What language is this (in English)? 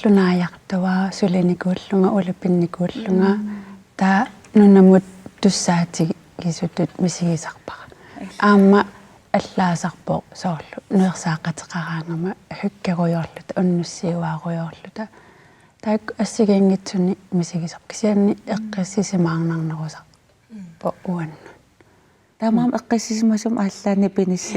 Kalaallisut